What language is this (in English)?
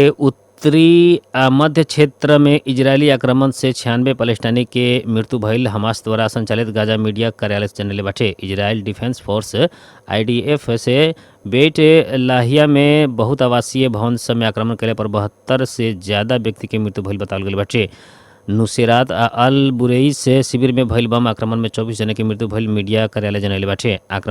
Bhojpuri